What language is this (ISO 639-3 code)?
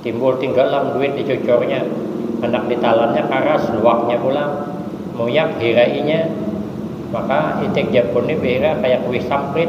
bjn